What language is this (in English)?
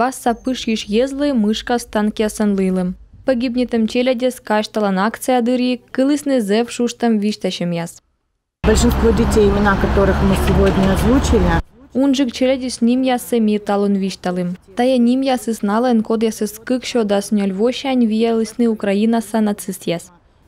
Komi